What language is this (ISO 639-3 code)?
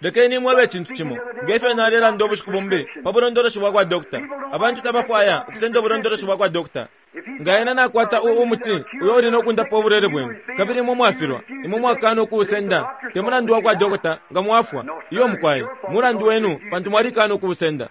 bem